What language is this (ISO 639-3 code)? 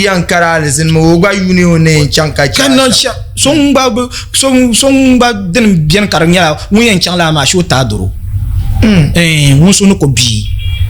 dag